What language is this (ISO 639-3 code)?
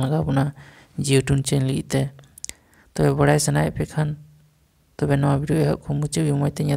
sat